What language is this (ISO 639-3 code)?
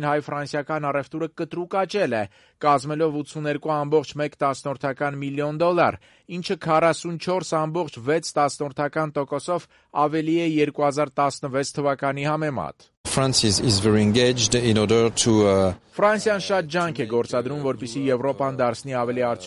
hye